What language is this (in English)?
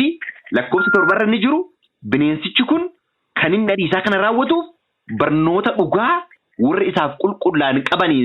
Oromo